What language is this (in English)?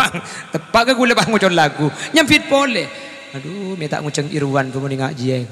Madurese